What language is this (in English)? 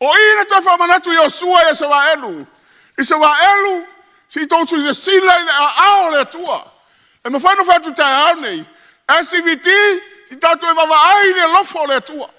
Samoan